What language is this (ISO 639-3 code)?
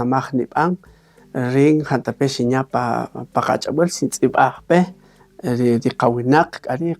cak